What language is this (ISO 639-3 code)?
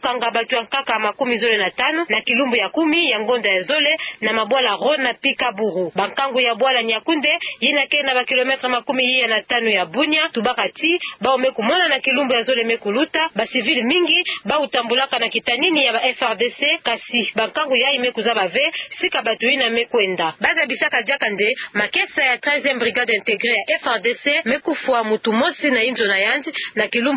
ktu